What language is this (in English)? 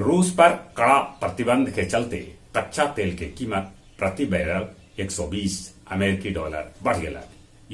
Magahi